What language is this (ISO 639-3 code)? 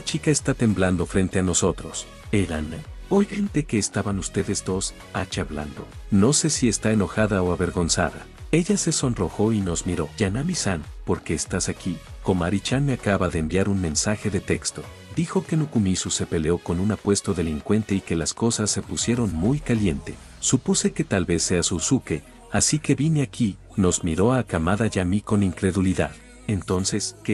spa